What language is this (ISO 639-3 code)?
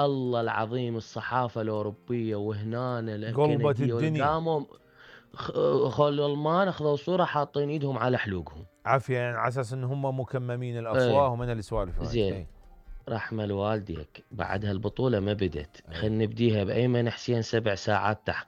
acm